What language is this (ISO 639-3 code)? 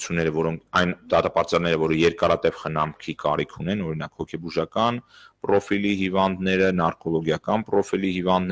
hye